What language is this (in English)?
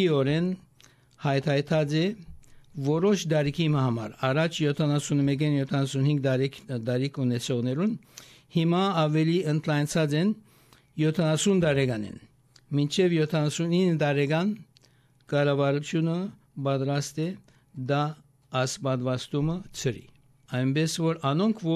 Armenian